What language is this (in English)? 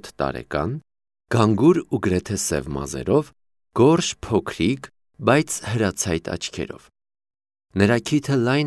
Armenian